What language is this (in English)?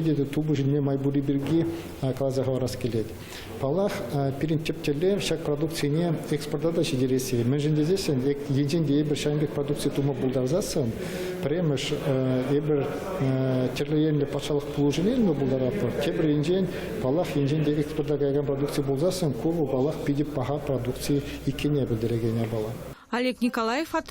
Chuvash